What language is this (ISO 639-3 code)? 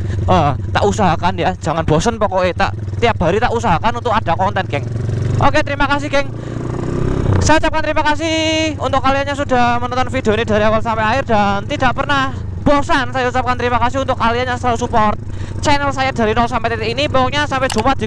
ind